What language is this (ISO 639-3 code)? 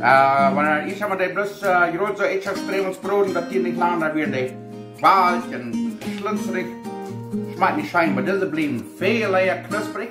pdt